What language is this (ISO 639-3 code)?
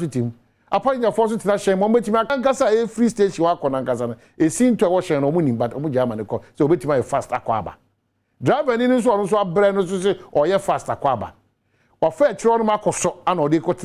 aka